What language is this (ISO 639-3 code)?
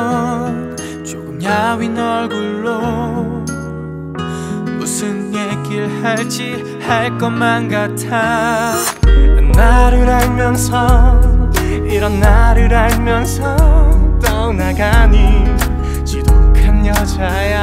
kor